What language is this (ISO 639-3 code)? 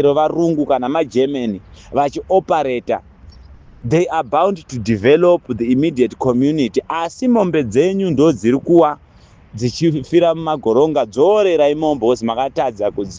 sna